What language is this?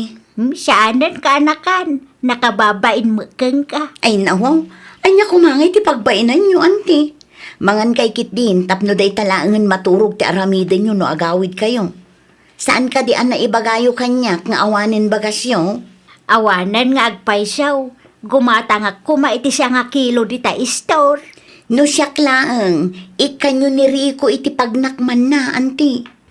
Iloko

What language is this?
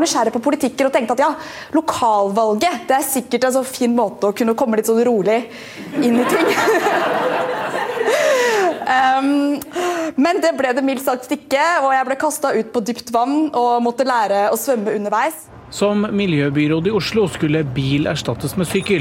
Norwegian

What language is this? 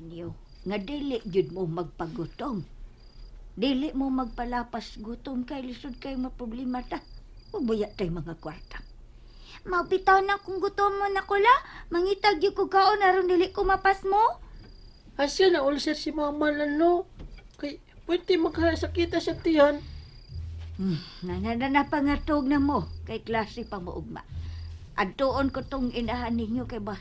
Cebuano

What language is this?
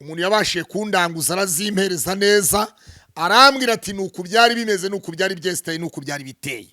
Kinyarwanda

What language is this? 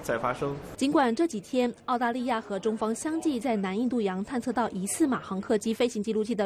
Chinese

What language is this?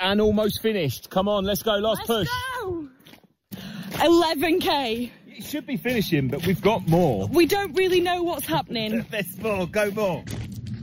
English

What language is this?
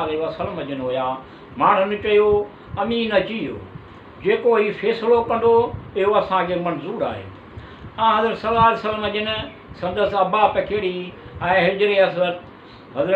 Sindhi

